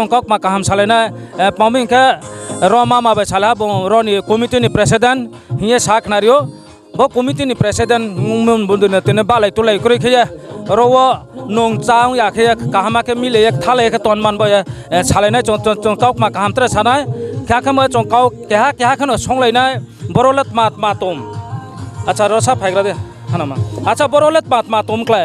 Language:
Riang (India)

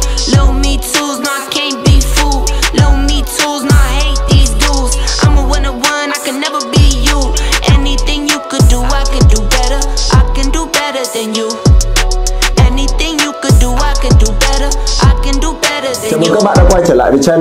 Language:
Vietnamese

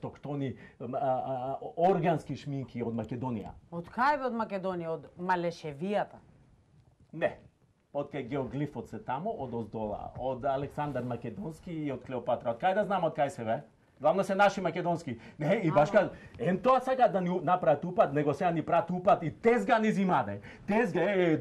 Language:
Macedonian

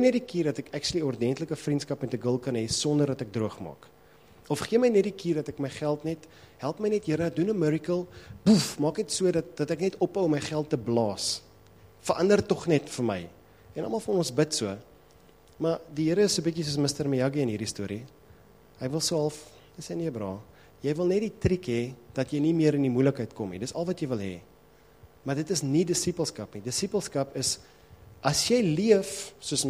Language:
Afrikaans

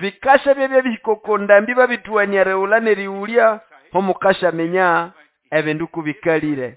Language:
Nande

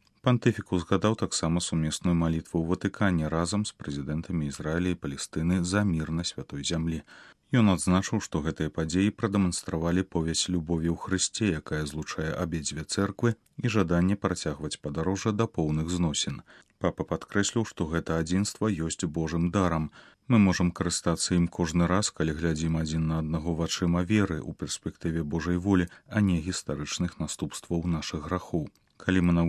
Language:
Belarusian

